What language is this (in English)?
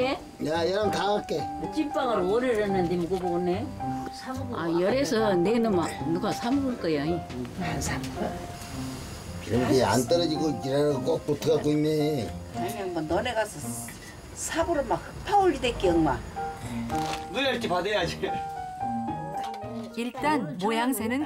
Korean